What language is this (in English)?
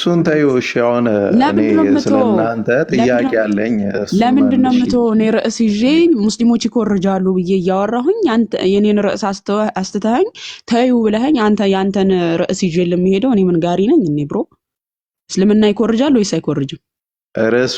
Amharic